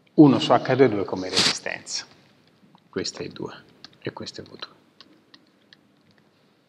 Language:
Italian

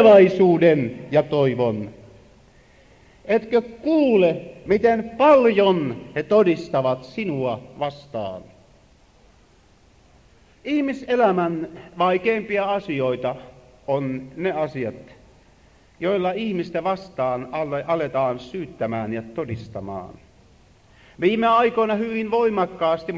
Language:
Finnish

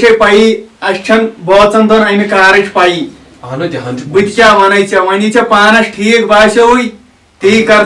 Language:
Kashmiri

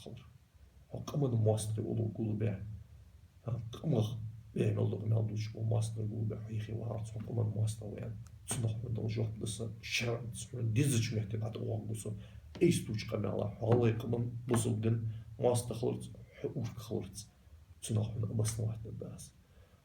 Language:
Ingush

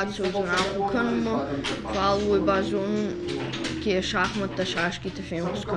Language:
Ossetic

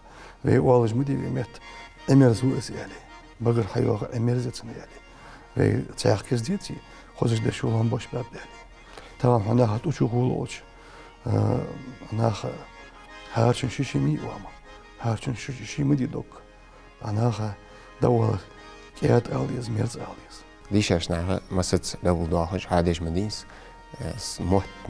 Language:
Ingush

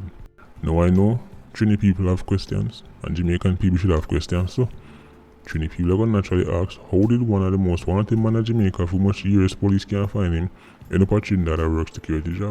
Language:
Jamaican Creole English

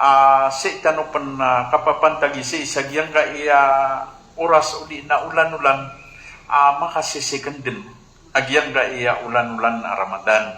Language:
Maranao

